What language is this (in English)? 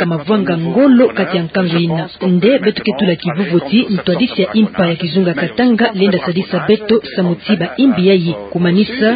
Kituba (Democratic Republic of Congo)